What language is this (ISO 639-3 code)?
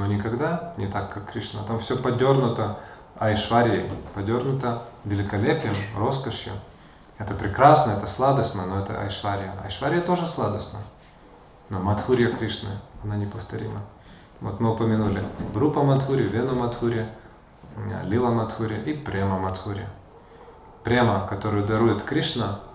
rus